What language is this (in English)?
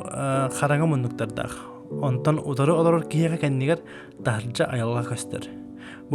Yakut